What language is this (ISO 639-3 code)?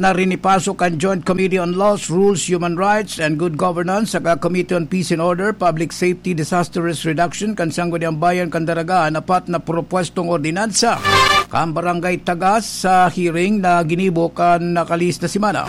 bik